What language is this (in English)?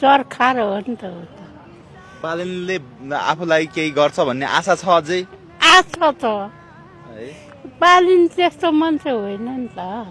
Nepali